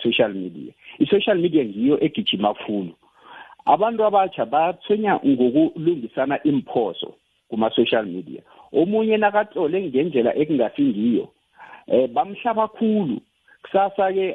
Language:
South Ndebele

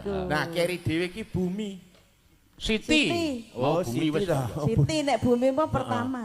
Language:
Javanese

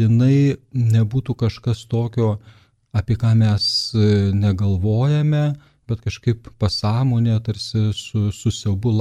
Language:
Lithuanian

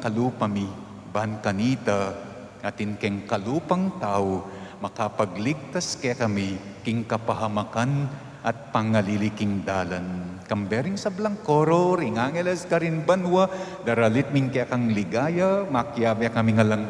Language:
Pampanga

